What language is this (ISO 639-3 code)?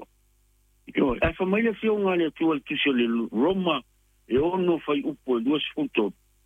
smo